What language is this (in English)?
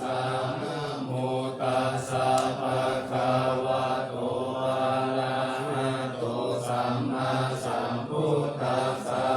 Pali